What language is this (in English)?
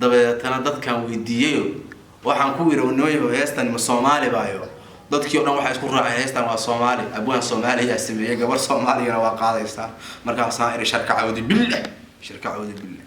Somali